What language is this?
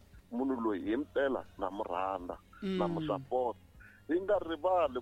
Tsonga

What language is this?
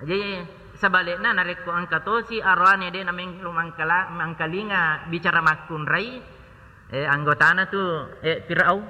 Buginese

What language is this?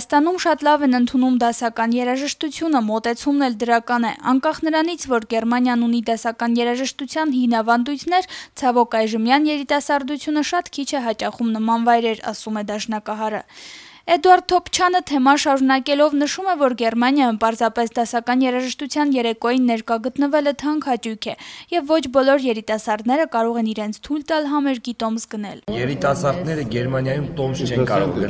Armenian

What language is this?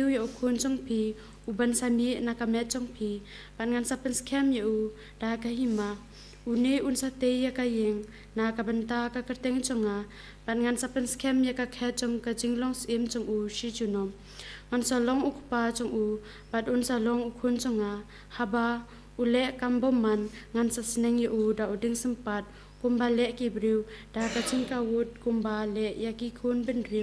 Khasi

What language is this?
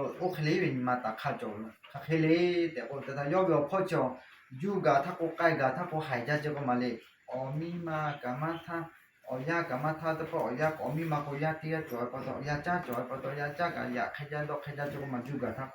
Lahu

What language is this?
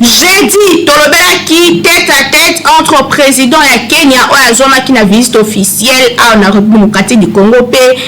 Lingala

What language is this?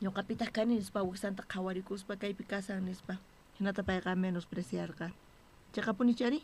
South Bolivian Quechua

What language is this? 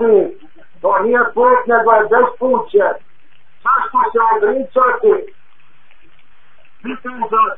Croatian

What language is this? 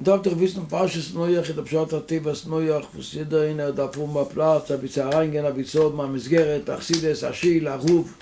Yiddish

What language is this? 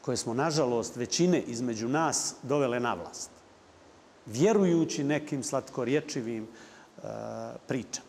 Bosnian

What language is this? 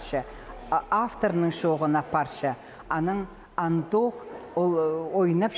Khakas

